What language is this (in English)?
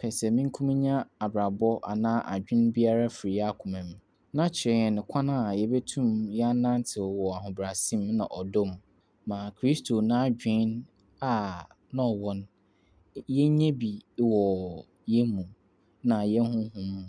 Akan